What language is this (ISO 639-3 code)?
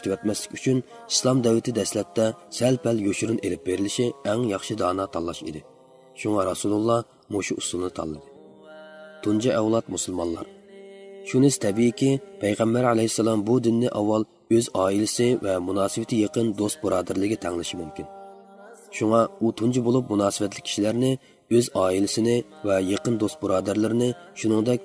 uig